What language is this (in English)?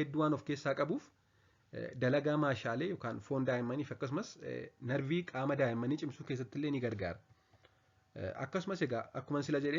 Oromo